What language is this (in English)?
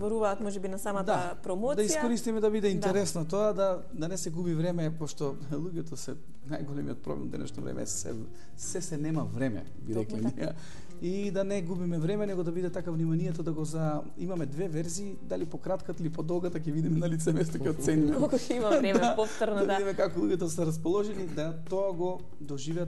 Macedonian